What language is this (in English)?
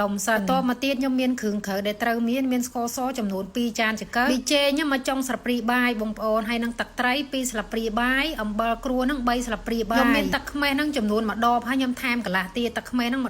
Khmer